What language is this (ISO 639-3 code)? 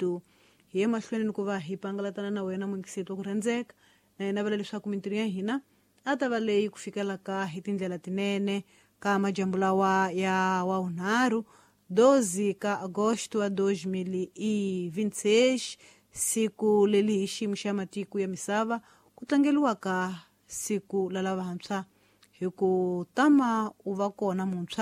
tso